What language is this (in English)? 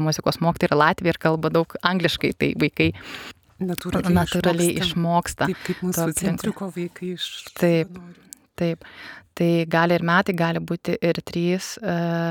Lithuanian